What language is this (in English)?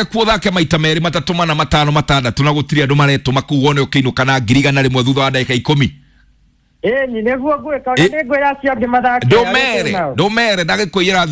Kikuyu